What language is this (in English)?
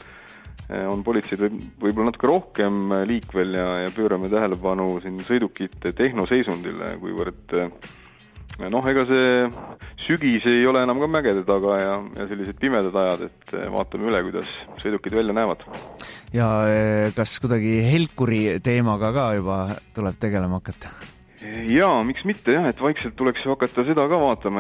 Estonian